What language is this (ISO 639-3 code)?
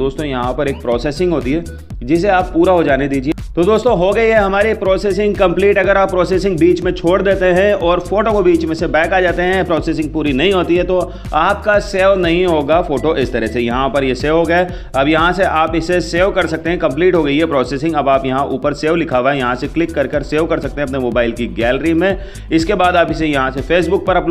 hin